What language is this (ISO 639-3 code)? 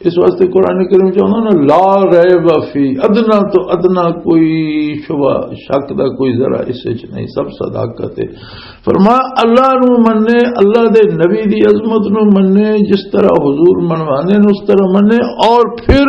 lah